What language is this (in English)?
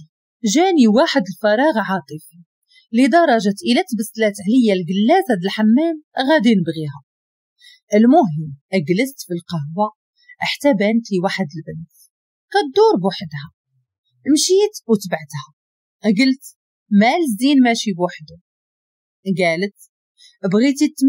Moroccan Arabic